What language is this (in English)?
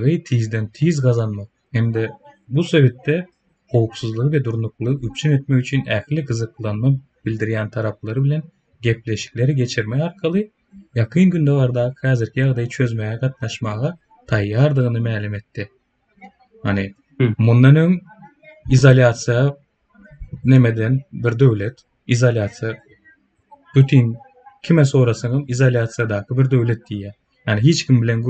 Turkmen